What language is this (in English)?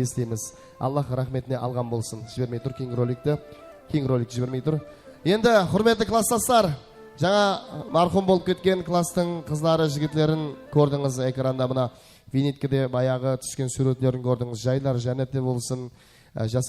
Kara-Kalpak